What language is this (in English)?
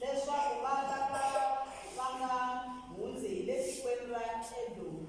Tsonga